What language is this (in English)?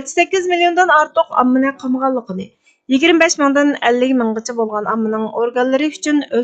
Uyghur